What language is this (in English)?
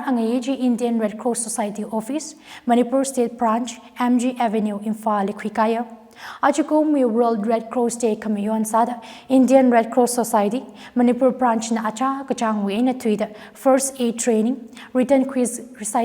Tangkhul Naga (India)